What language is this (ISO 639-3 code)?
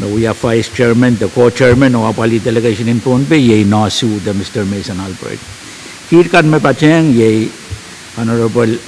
pon